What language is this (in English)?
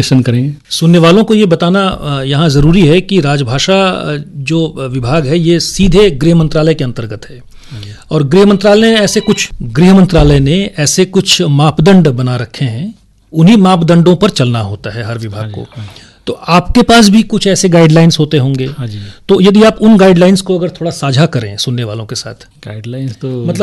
Hindi